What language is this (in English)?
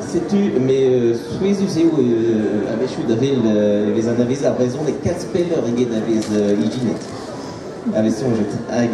Breton